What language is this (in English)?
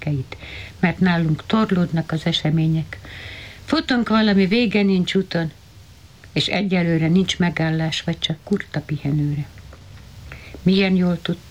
Hungarian